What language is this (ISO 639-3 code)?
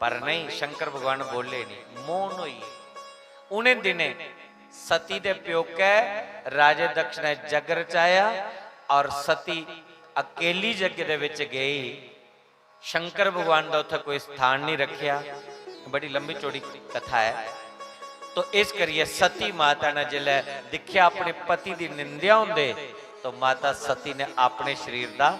doi